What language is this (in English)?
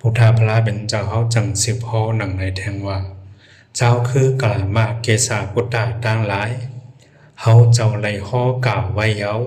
Shan